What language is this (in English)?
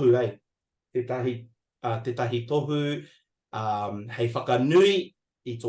Māori